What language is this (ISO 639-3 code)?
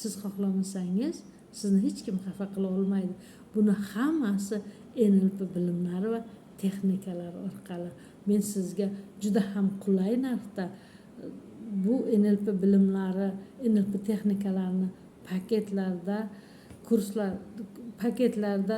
uzb